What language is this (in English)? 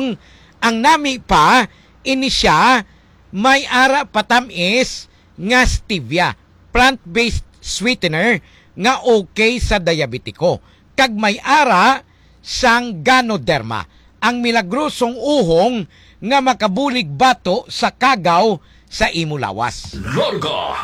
Hiligaynon